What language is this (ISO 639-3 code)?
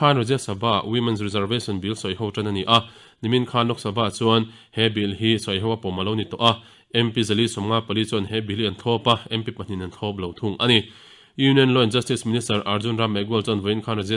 lus